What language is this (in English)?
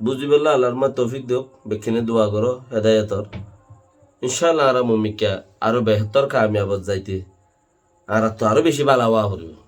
Rohingya